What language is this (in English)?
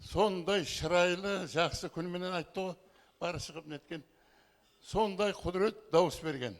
Kara-Kalpak